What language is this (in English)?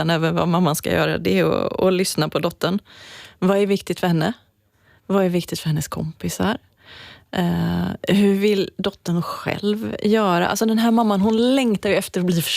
Swedish